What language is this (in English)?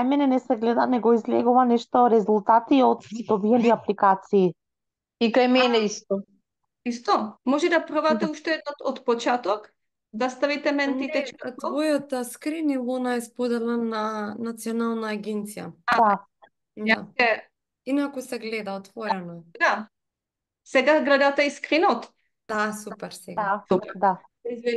Macedonian